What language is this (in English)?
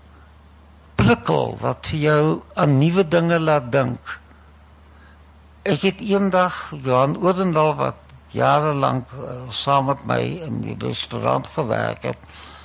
Afrikaans